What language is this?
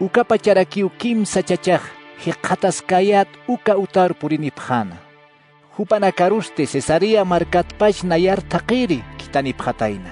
Aymara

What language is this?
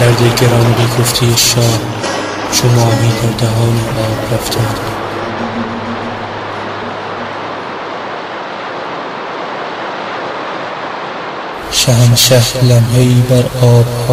Persian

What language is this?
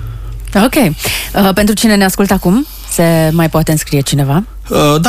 Romanian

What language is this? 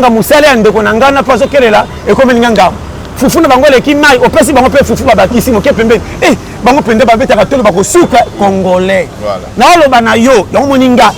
Lingala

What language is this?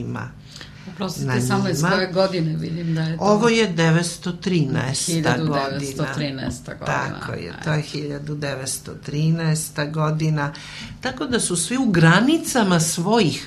Serbian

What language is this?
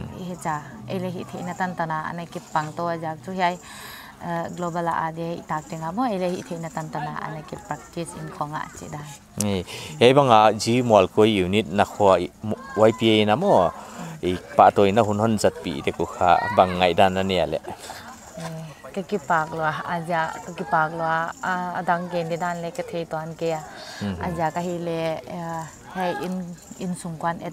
Paite Chin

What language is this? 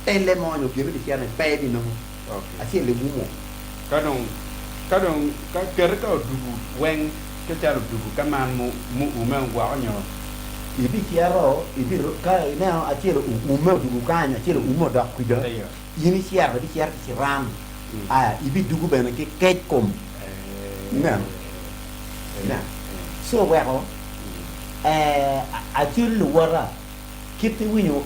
Acoli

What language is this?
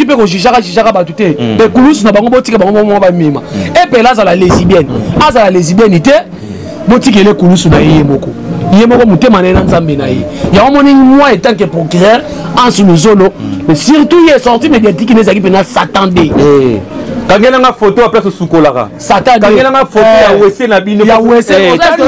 Lingala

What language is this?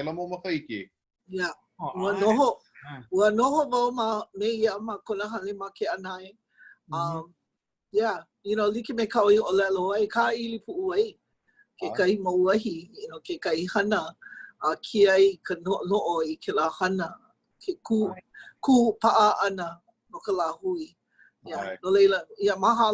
Hawaiian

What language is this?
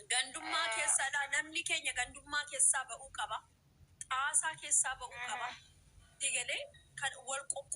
Oromo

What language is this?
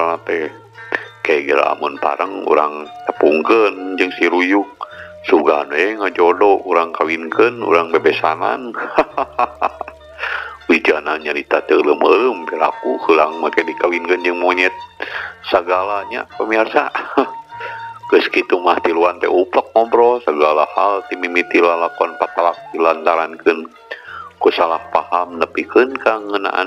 Sundanese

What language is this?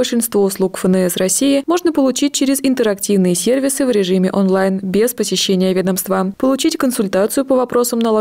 Russian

